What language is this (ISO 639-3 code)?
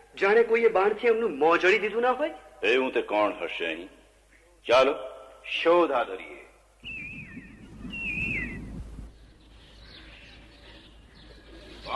guj